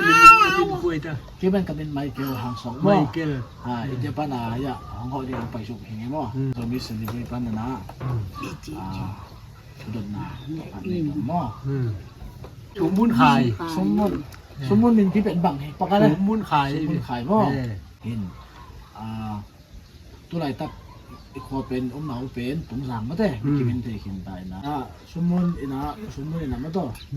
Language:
Tedim Chin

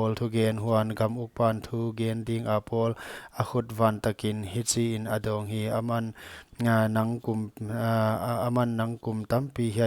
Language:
Paite Chin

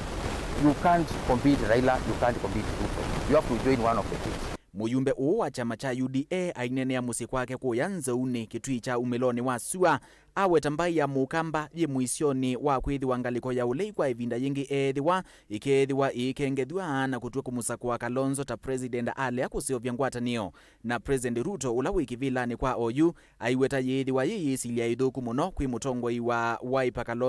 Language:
Kamba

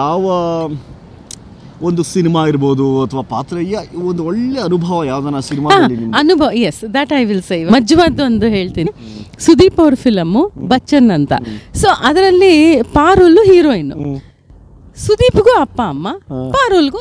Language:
Kannada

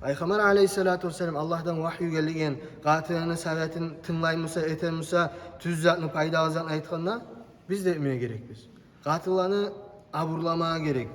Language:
Kumyk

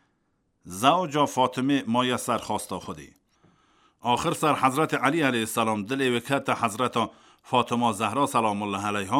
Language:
Kurdish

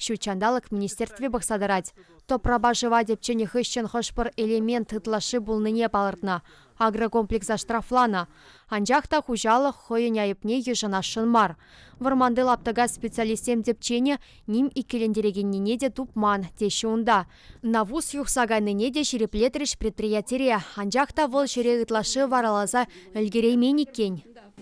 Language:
Chuvash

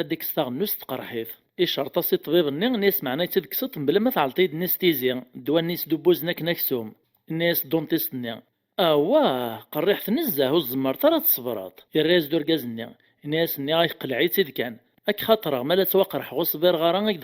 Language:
Kabyle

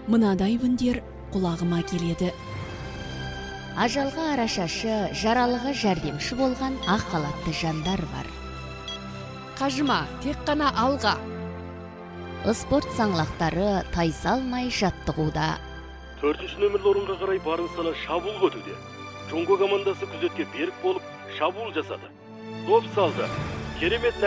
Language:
Kazakh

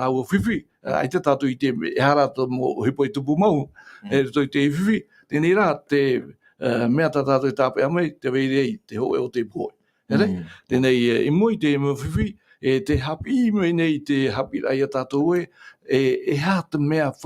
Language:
Tahitian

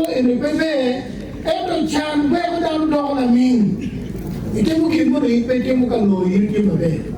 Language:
Acoli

